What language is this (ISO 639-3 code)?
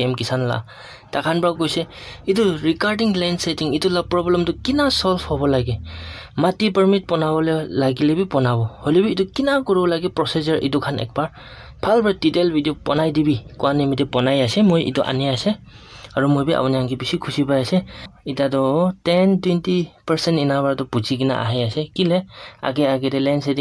nag